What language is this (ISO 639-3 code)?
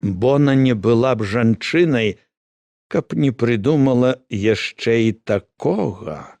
bel